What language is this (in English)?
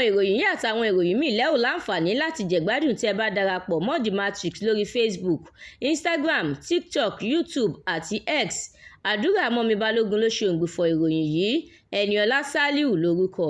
Yoruba